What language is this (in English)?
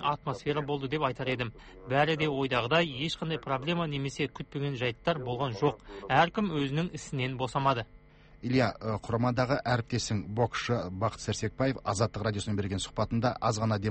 Kazakh